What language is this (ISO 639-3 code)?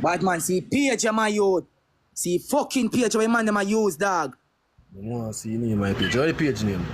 jam